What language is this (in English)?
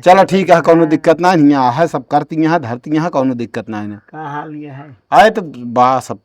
Awadhi